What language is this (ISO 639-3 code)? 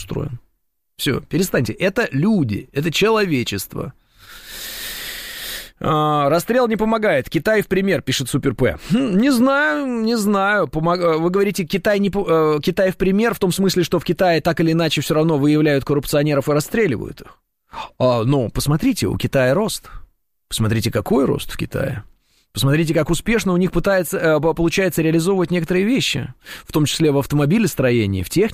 rus